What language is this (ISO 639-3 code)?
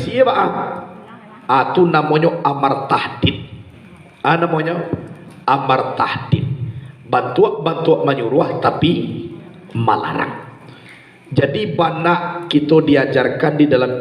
min